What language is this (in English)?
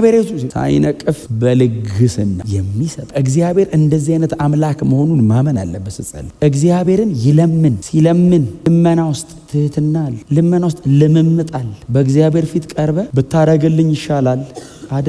Amharic